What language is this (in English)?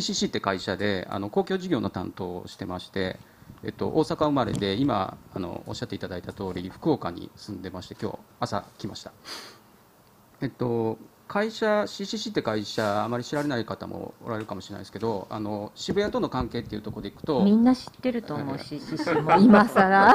Japanese